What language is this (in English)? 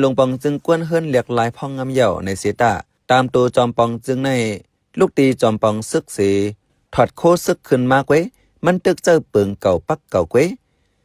Shan